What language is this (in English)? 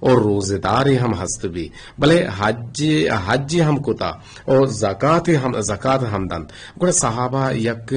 Eastern Balochi